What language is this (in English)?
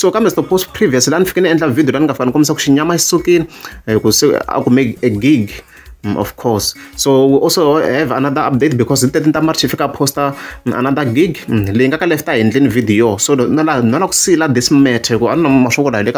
Tsonga